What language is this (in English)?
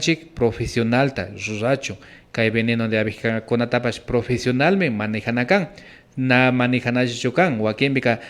Imbabura Highland Quichua